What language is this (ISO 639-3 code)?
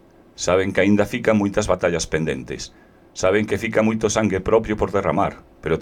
glg